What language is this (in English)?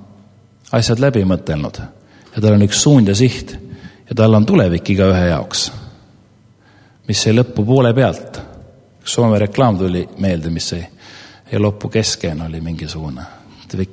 Estonian